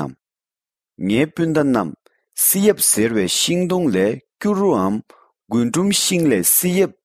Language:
Tibetan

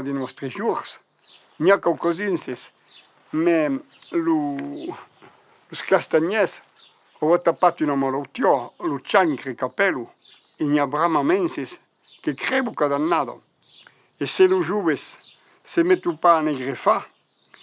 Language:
Occitan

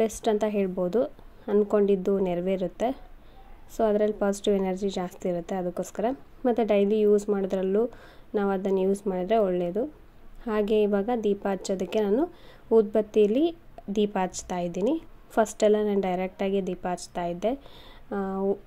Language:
Kannada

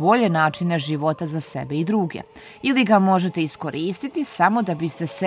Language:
Serbian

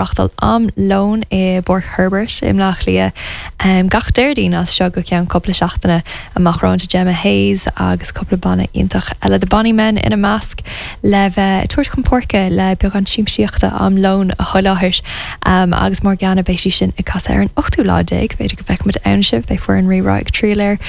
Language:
Irish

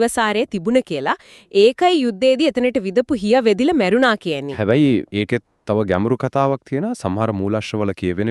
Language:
Sinhala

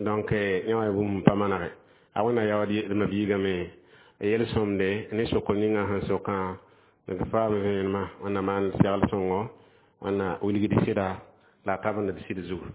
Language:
Mossi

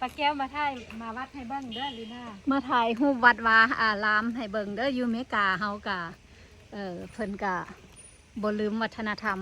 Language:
Lao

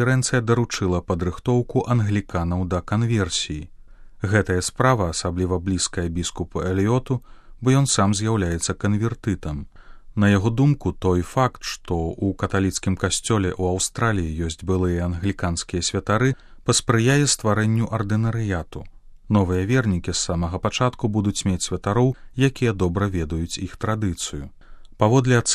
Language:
Belarusian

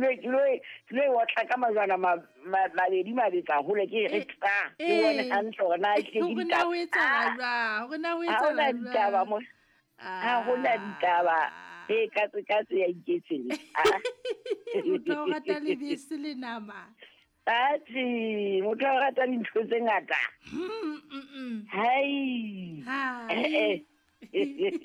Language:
Southern Sotho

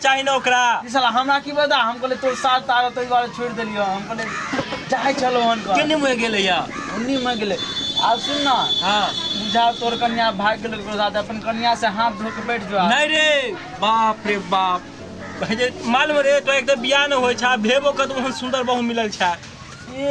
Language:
Maithili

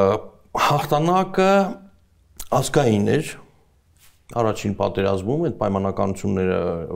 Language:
Armenian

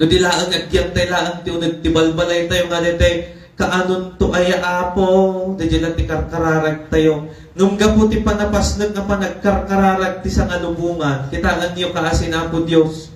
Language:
Iloko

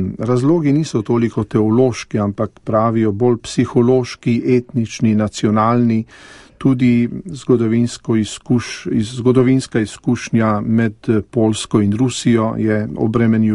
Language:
Slovenian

